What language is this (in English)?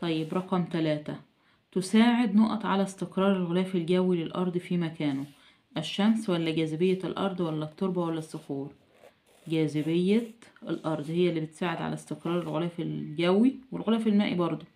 Egyptian Arabic